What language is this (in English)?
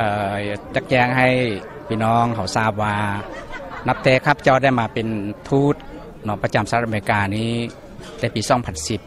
Lao